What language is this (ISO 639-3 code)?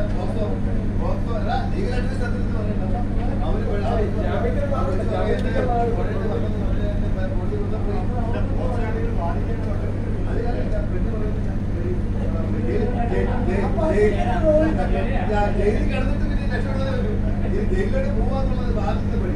mal